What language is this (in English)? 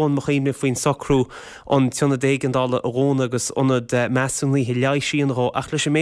Irish